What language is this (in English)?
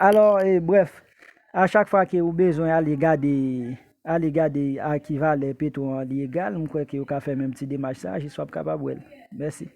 Haitian Creole